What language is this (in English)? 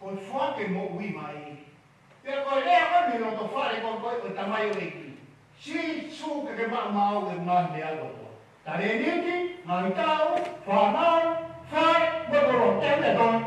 Tongan